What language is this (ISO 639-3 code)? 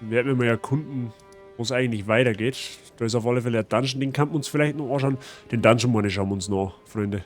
bar